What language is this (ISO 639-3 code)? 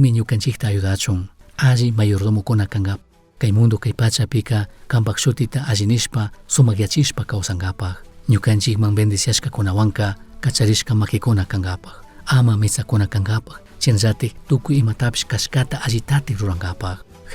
qug